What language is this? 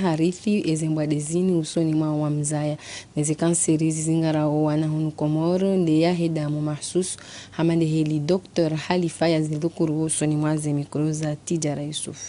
Ngazidja Comorian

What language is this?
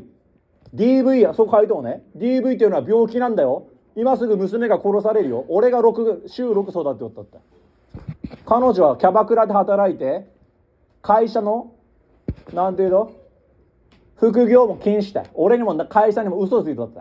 Japanese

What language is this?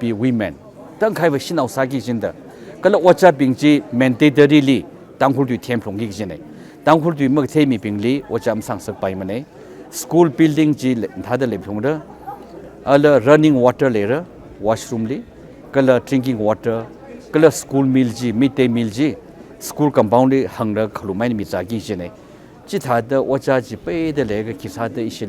Tangkhul Naga (India)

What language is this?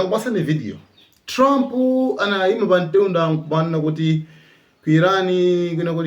Nyanja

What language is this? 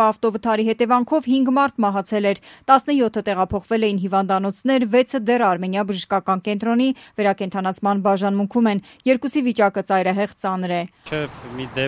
Armenian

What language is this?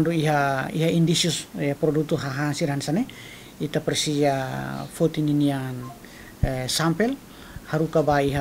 Tetum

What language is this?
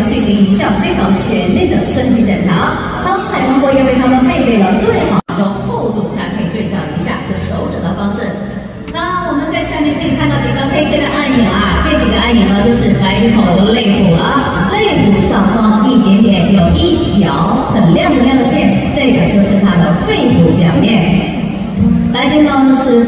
Chinese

